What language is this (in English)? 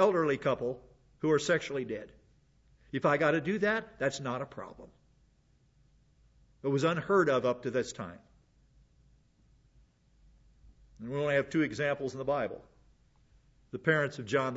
English